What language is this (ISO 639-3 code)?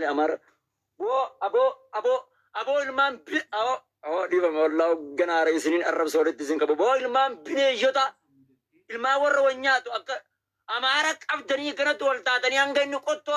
orm